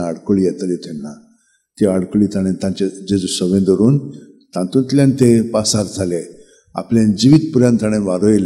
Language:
Konkani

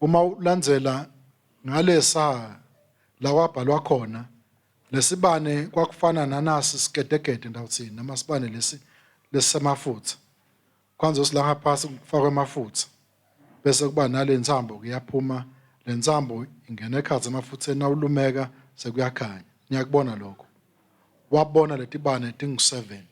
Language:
Swati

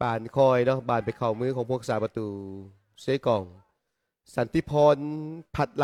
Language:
Lao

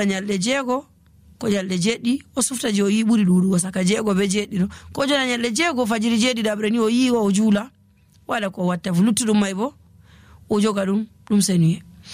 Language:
Nigerian Fulfulde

